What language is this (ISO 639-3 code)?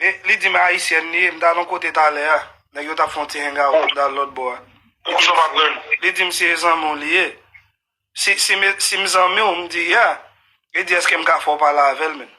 hat